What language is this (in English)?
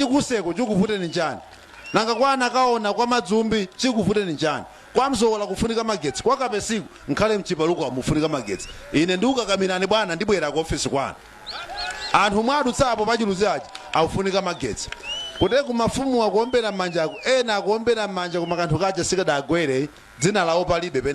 Nyanja